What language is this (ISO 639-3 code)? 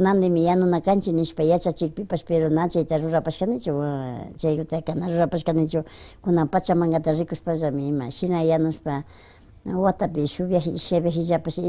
qvi